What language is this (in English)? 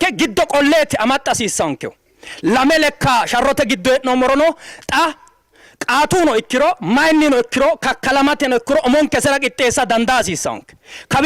Sidamo